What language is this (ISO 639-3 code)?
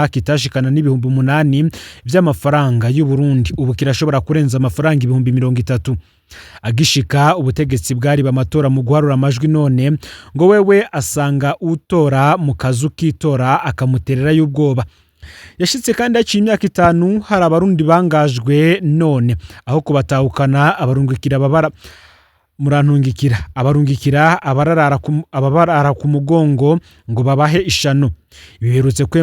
run